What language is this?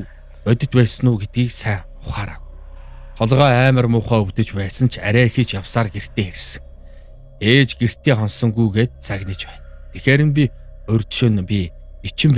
Mongolian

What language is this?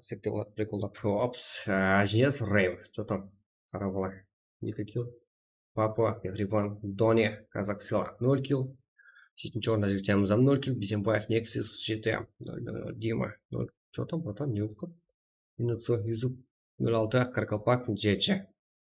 Kara-Kalpak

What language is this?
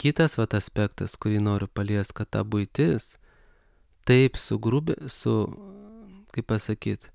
Lithuanian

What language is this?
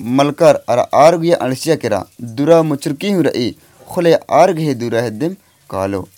Kurukh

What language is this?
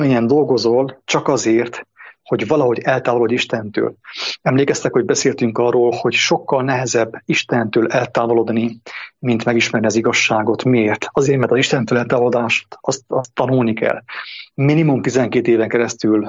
Hungarian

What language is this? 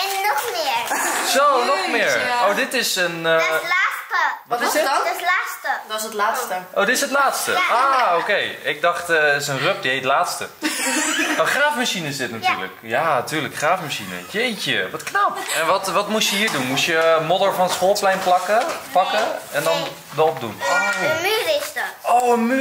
Dutch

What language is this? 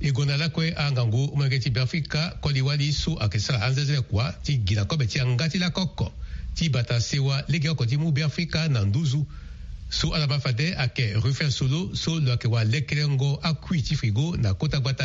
Sango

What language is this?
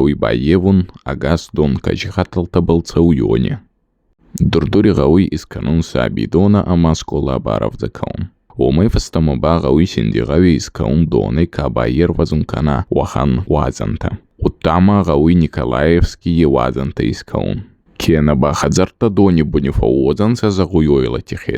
Ossetic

